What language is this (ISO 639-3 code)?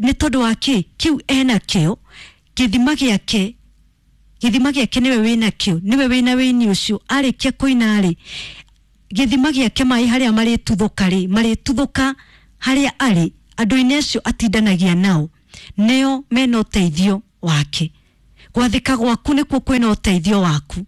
kik